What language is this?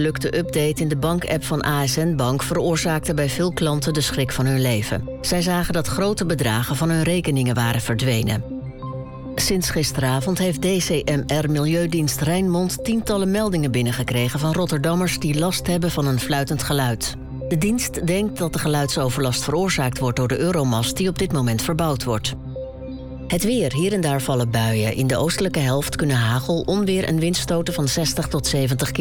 Dutch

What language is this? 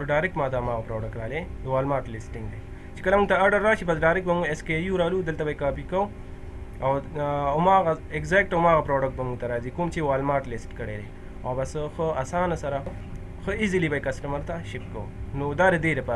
Pashto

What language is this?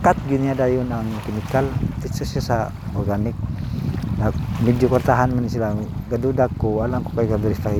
Cebuano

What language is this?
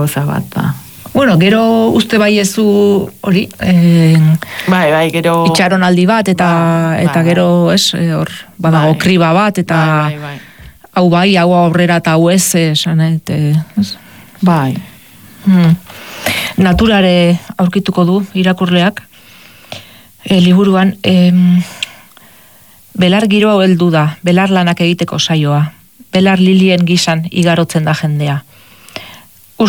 Basque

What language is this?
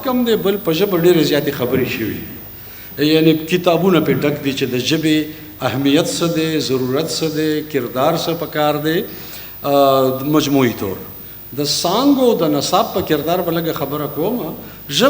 Pashto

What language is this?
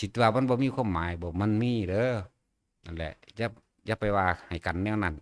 Northeastern Thai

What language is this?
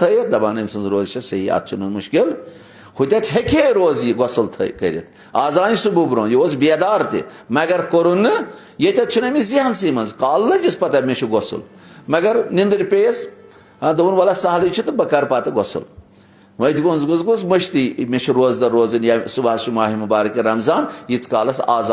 Kashmiri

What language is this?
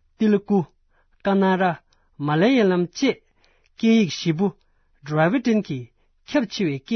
Tibetan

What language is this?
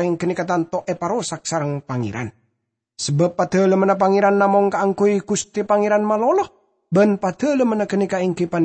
Madurese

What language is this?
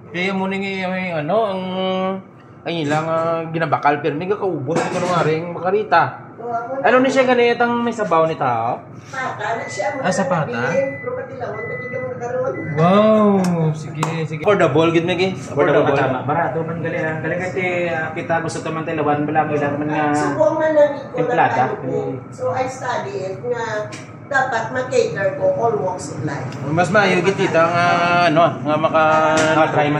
Hiligaynon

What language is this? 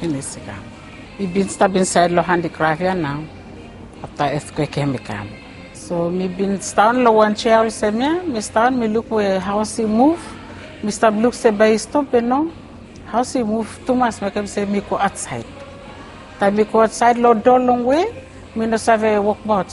Bislama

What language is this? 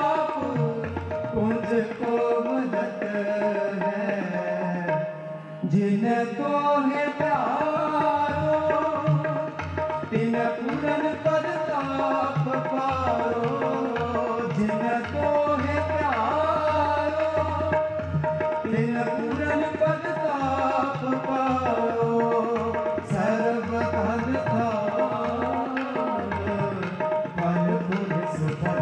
Punjabi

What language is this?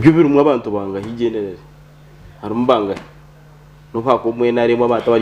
Nyankole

